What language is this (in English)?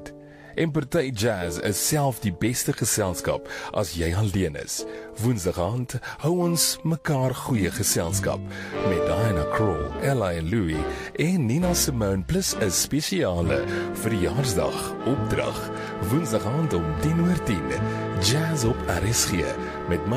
Afrikaans